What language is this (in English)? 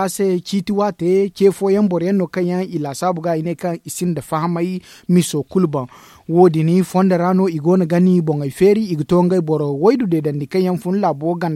Zarma